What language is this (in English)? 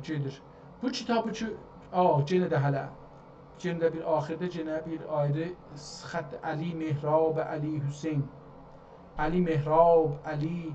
South Azerbaijani